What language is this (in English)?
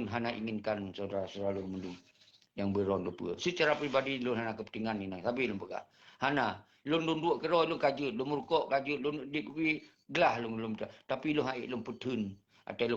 Achinese